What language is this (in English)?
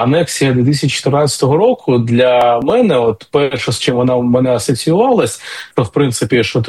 Ukrainian